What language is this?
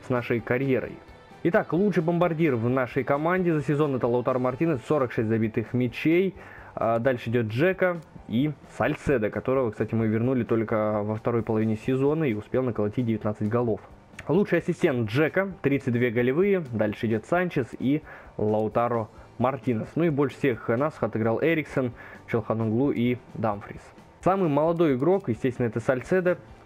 Russian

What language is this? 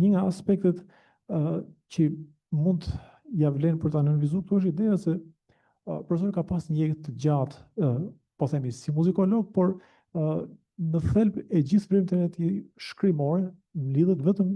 Albanian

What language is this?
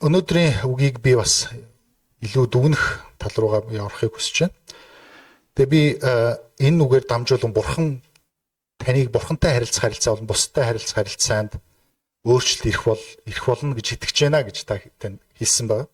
Mongolian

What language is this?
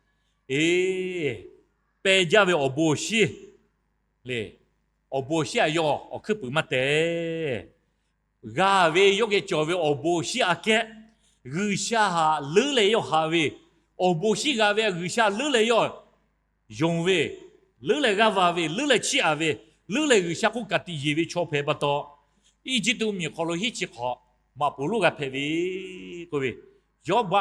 Lahu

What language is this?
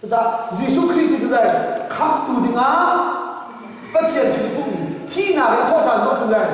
Hakha Chin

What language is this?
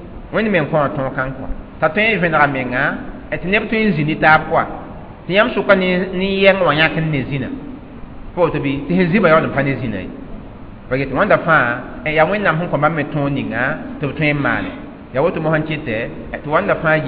Mossi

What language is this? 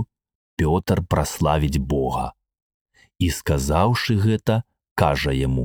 Belarusian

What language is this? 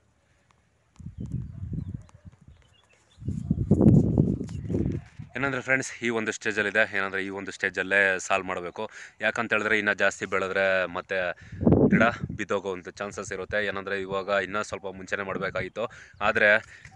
Kannada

